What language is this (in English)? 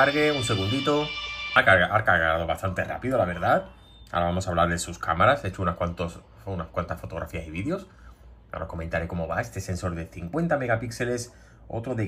Spanish